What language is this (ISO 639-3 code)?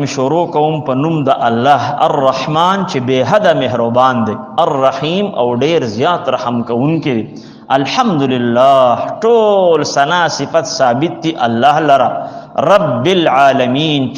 pus